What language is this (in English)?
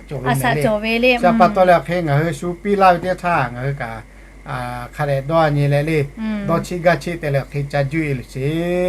Lahu